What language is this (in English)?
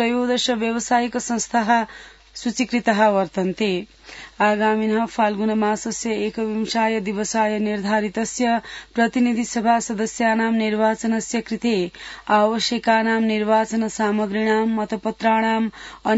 Sanskrit